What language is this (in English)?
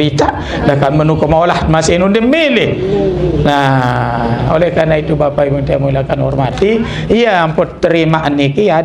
Sasak